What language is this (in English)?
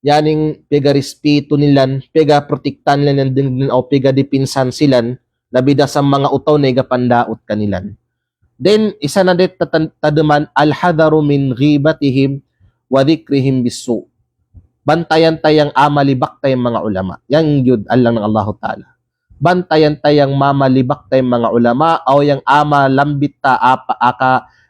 Kalagan